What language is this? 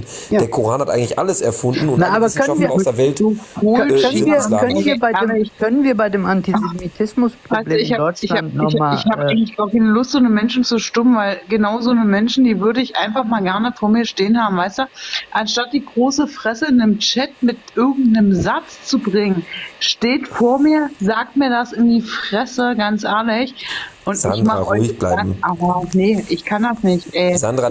German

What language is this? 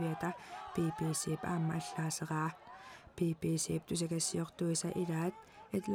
Kalaallisut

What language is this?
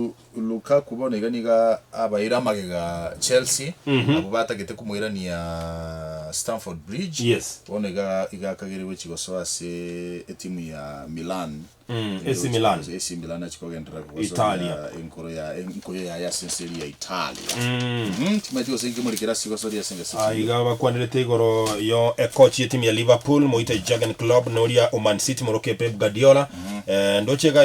Gusii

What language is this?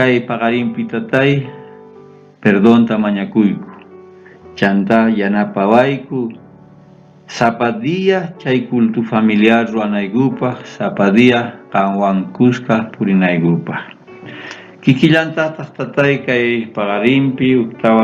South Bolivian Quechua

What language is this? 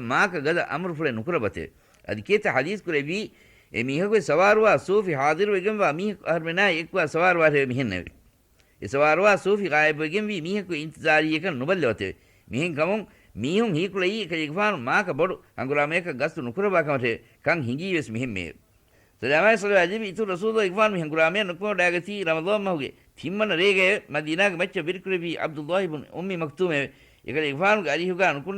Divehi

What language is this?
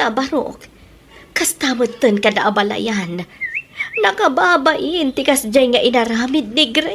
Iloko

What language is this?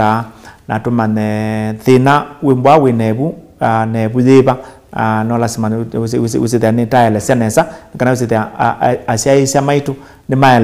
Kamba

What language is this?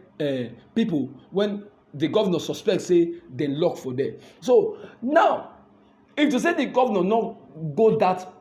Nigerian Pidgin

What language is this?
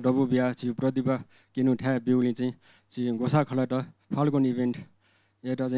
Newari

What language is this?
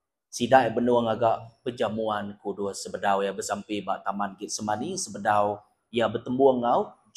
Iban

